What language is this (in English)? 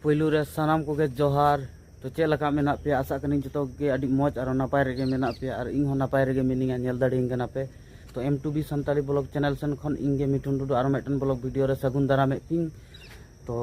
Santali